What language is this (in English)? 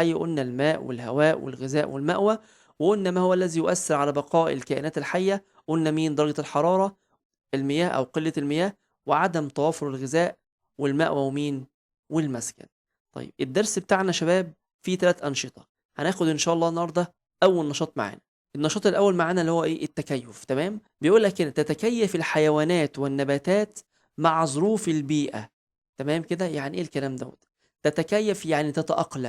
Egyptian Arabic